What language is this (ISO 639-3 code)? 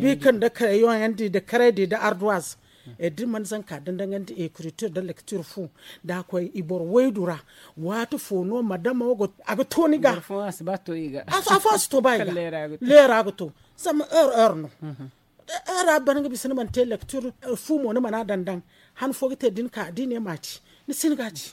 dje